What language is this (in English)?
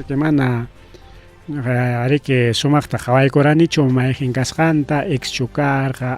Ayacucho Quechua